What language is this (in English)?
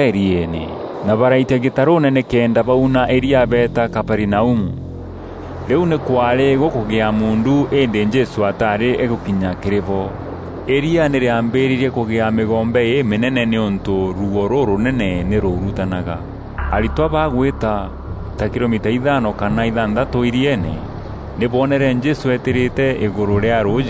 Meru